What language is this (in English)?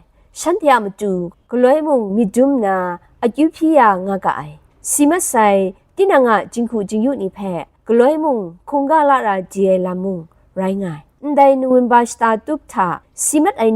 Kachin